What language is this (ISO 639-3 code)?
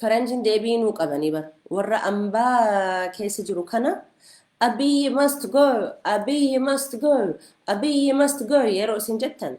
orm